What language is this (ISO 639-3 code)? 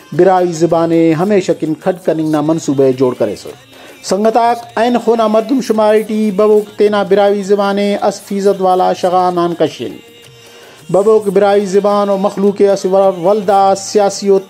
brh